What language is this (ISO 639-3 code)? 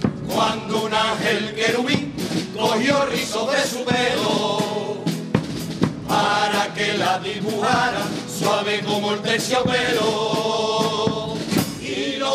spa